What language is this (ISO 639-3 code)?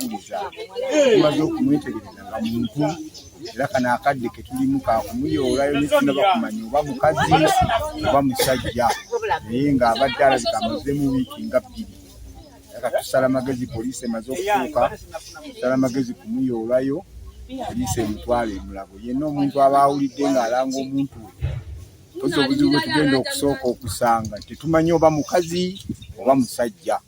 lug